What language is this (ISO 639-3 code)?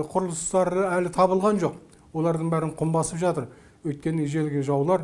kaz